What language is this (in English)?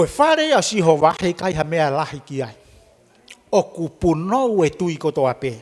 Tongan